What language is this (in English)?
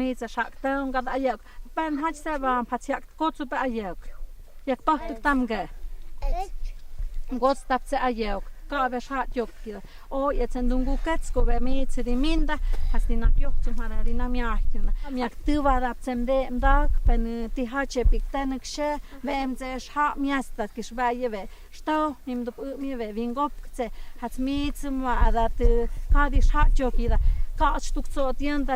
Totontepec Mixe